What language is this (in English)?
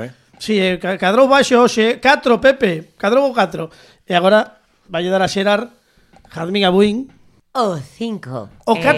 Galician